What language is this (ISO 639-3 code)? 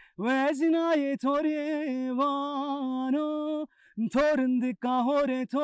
zza